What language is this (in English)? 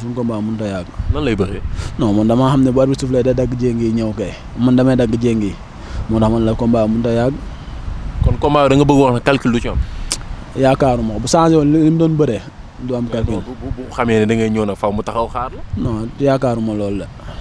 Wolof